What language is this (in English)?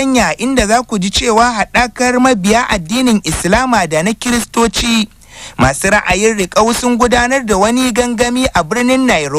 Hausa